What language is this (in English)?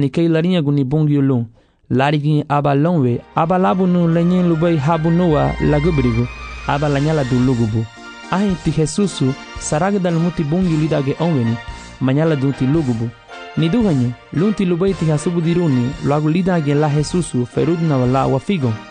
Garifuna